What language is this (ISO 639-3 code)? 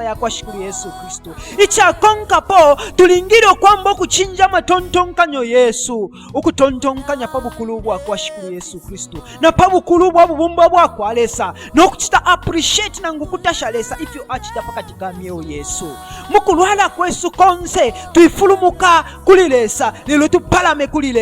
bem